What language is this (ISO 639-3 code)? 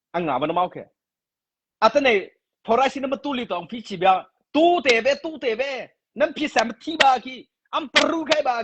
mrh